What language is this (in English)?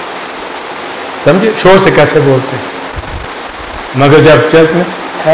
Urdu